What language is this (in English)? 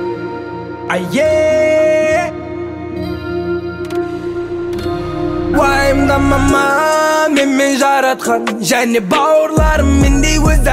Kazakh